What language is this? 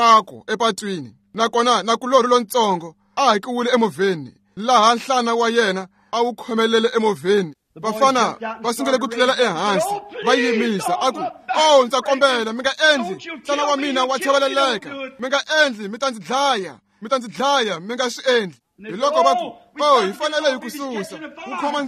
Tsonga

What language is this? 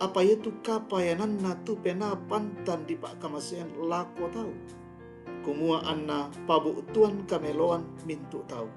Toraja-Sa'dan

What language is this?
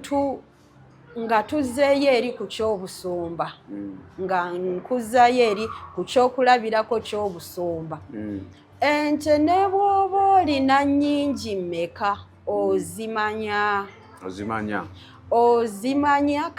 Ganda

